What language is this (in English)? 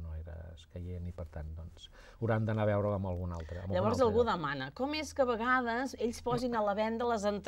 Catalan